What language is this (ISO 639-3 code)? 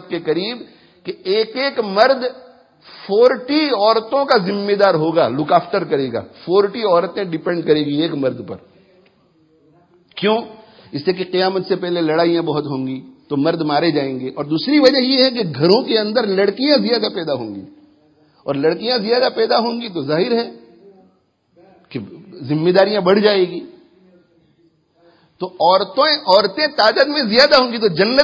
urd